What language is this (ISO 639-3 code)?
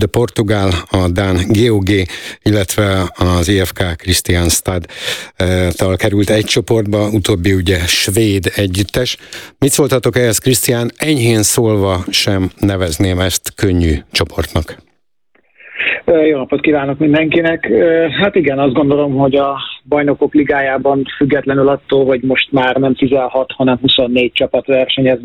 hun